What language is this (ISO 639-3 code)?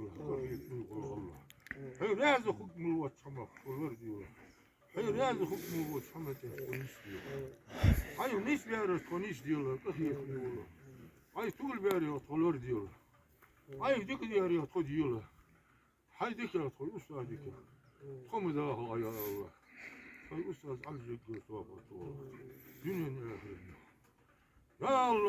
inh